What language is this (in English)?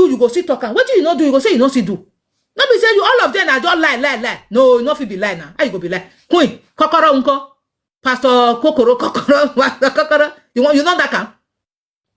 Nigerian Pidgin